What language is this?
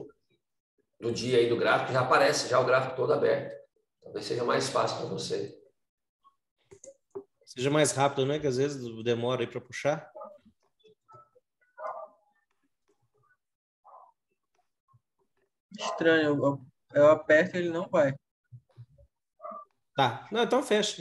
Portuguese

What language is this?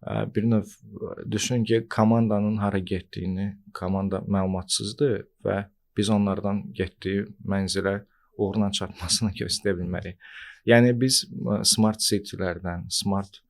Azerbaijani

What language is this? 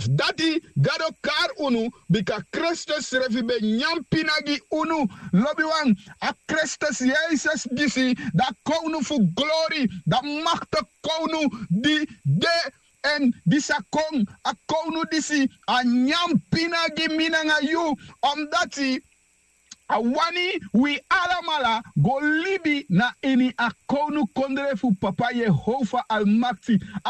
Sranan Tongo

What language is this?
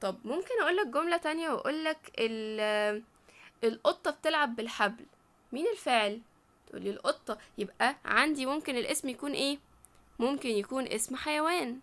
Egyptian Arabic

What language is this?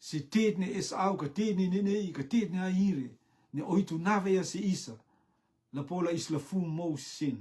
Rotuman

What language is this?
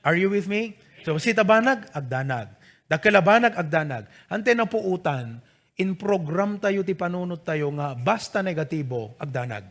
Iloko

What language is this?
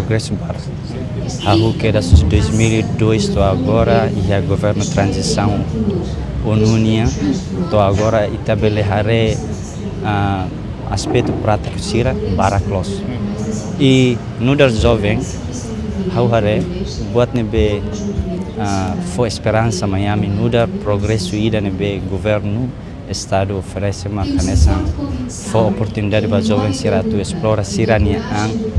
Tetum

